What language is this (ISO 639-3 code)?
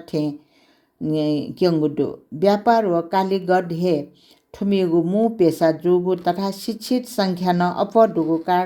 new